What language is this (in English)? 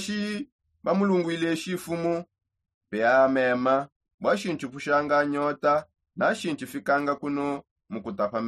Songe